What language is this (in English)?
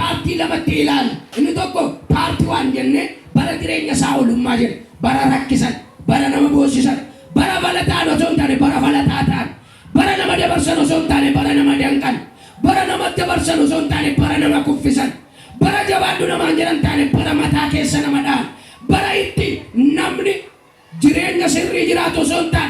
Oromo